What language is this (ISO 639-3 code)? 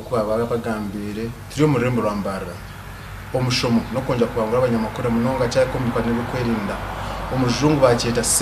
nyn